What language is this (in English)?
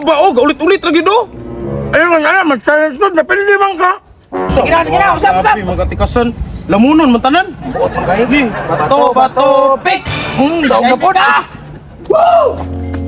Cebuano